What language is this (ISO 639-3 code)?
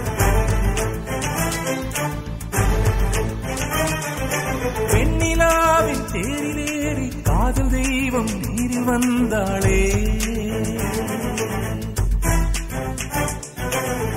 tam